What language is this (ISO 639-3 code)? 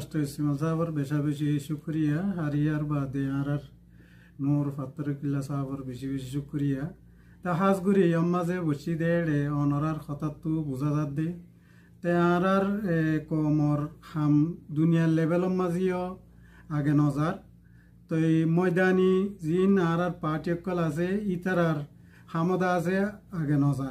rhg